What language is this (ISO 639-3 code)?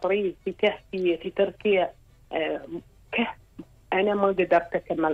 afb